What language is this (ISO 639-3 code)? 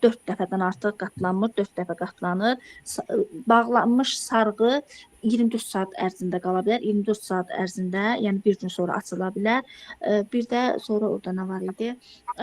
aze